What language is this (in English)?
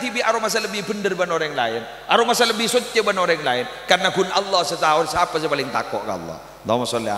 Madurese